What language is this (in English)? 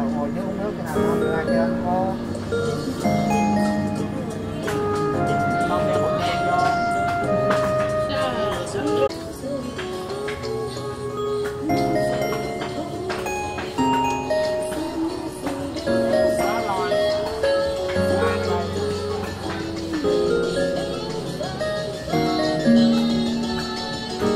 Vietnamese